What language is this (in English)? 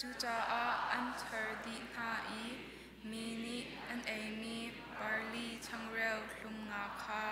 Hakha Chin